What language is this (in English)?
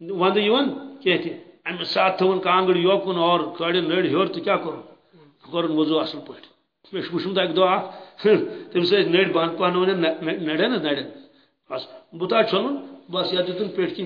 Kashmiri